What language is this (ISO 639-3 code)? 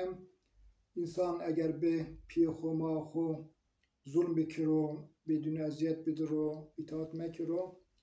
zza